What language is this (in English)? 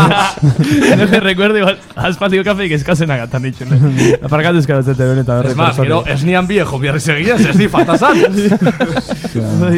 Basque